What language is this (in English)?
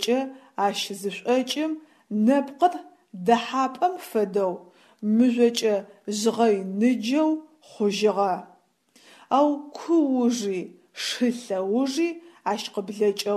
Adyghe